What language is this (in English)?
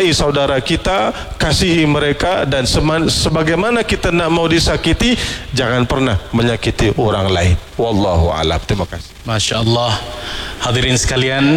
Malay